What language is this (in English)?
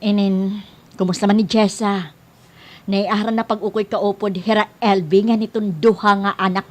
Waray